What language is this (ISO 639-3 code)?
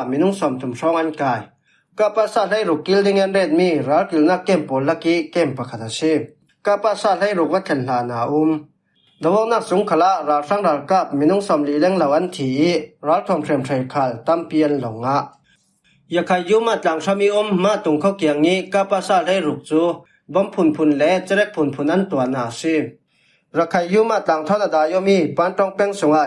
cfm